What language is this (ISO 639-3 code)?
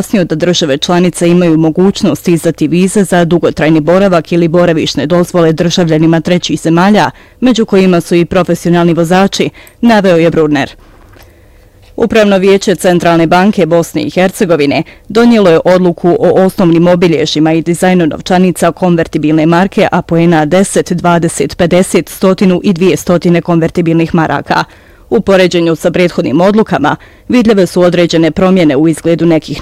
bos